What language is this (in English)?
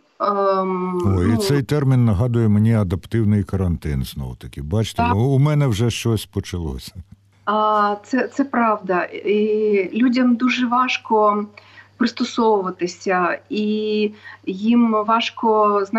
Ukrainian